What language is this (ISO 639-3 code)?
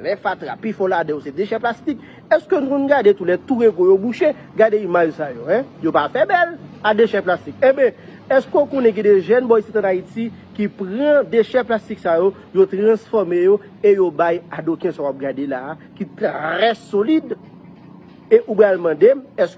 hat